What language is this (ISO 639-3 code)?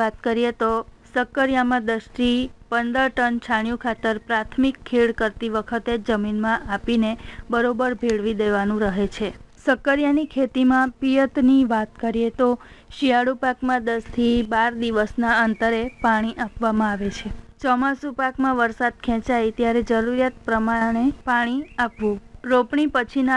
guj